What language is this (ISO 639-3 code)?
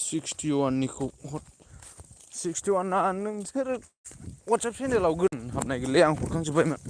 brx